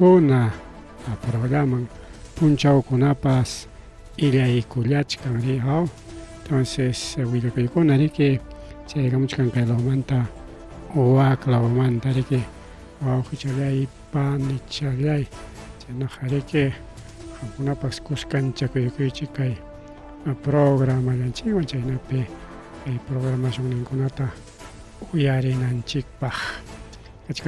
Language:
Ayacucho Quechua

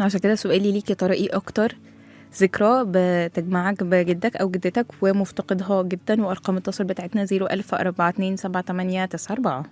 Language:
Egyptian Arabic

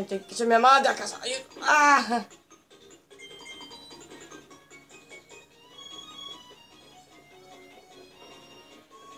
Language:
Italian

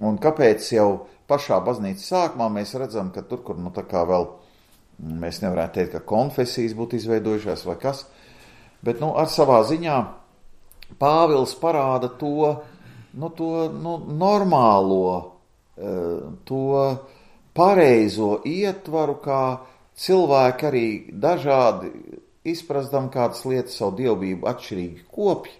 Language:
Latvian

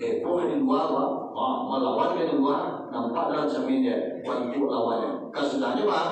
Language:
Minangkabau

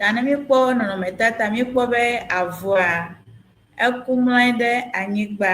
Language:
Ewe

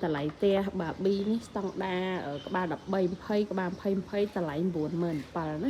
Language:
Khmer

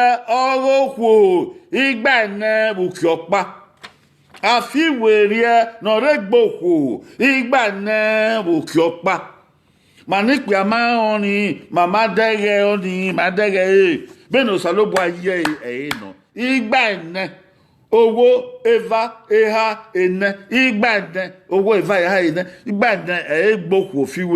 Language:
Bini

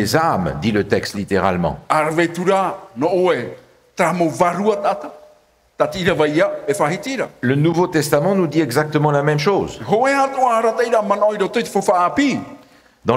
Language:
Tahitian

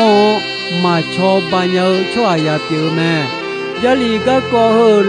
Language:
Akha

